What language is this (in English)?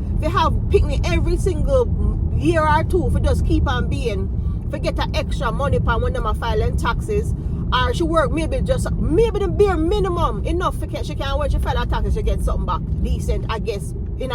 Jamaican Creole English